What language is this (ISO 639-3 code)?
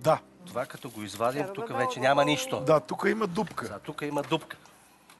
bul